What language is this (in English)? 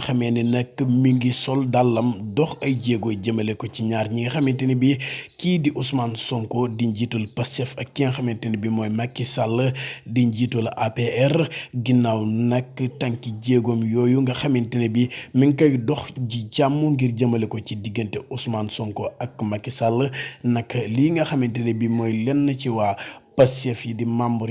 Wolof